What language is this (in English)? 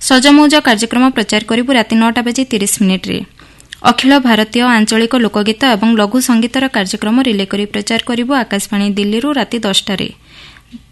Odia